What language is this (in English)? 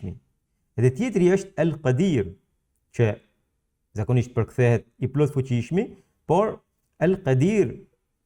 Albanian